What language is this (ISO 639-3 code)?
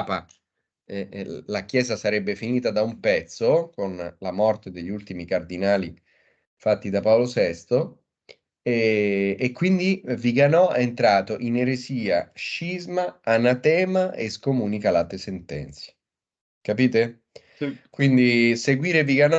ita